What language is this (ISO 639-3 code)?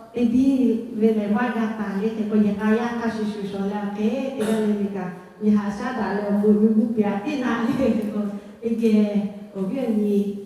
lhu